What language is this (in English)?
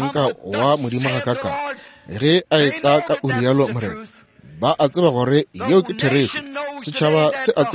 Northern Sotho